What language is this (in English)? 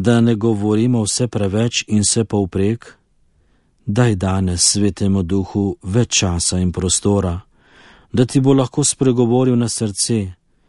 Slovenian